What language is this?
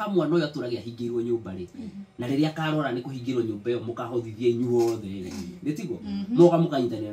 Kikuyu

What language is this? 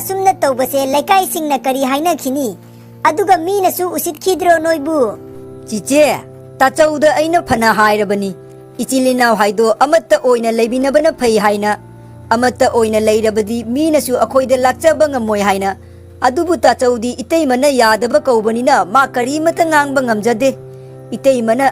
Manipuri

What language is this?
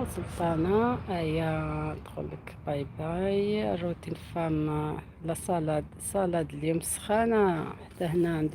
Algerian Arabic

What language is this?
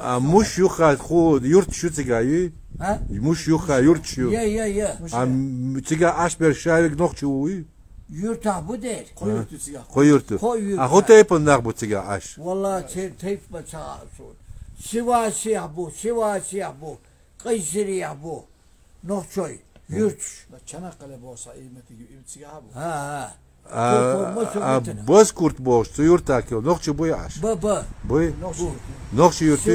Chechen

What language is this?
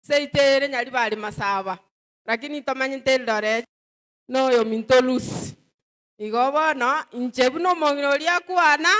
Gusii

